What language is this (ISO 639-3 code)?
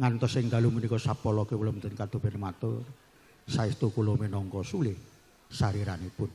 jav